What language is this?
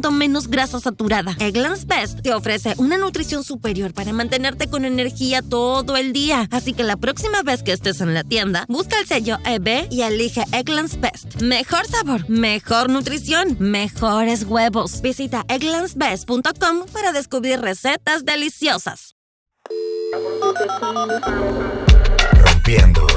Spanish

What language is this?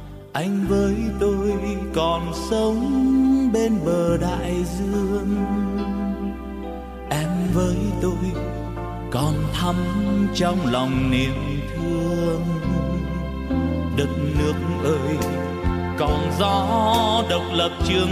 Vietnamese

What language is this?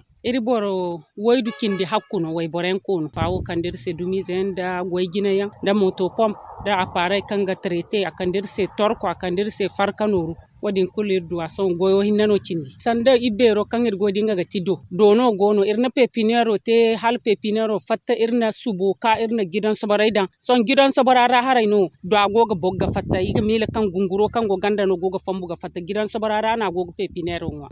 Zarma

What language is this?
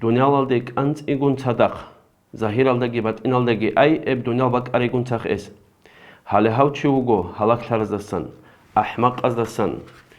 Avaric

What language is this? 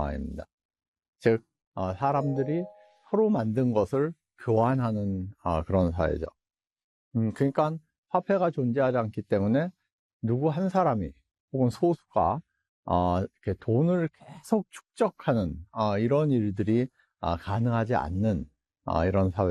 Korean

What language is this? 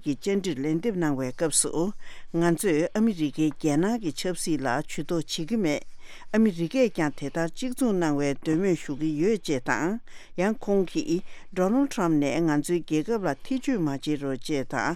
Tibetan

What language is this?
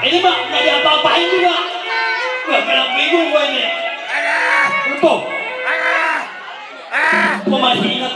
Betawi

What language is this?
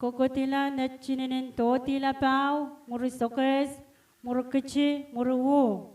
Pohnpeian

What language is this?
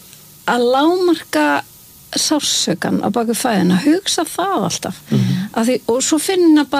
Icelandic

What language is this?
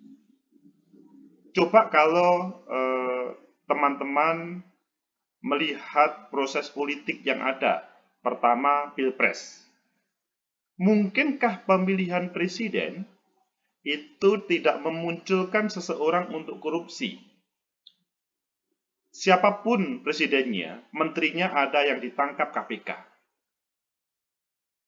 Indonesian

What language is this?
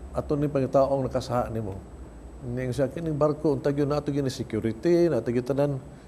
Cebuano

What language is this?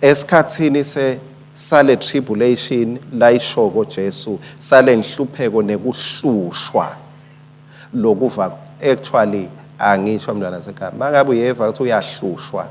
Swati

